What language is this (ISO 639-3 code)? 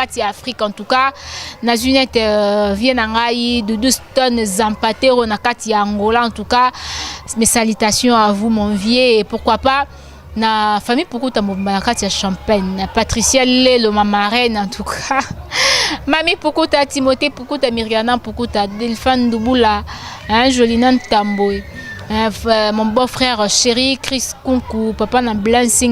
lin